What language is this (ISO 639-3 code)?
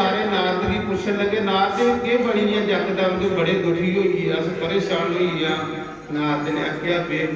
doi